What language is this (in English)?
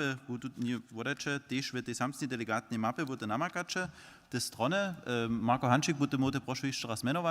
Upper Sorbian